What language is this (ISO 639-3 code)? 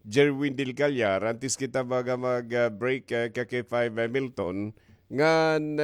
war